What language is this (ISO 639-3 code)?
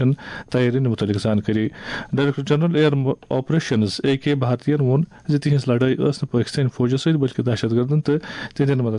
kas